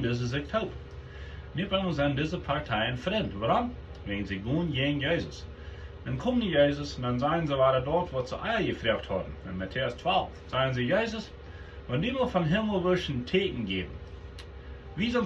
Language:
Plautdietsch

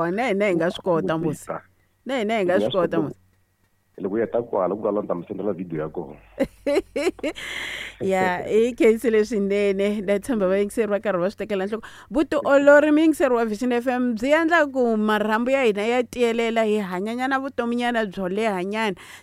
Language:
Tsonga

